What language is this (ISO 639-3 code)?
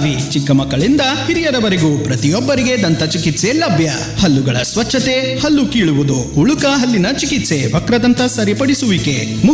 kan